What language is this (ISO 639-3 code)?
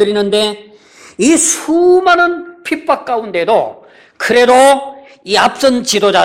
kor